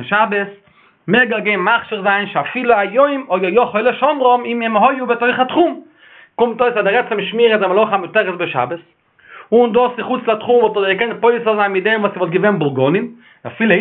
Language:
Yiddish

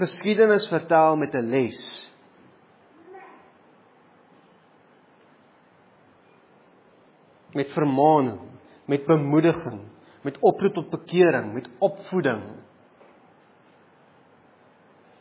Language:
Afrikaans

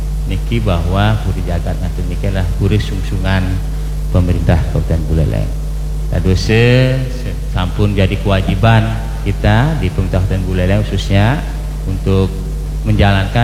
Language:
Balinese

